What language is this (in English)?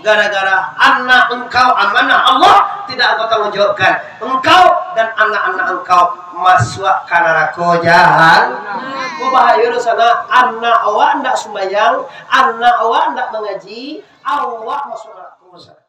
Minangkabau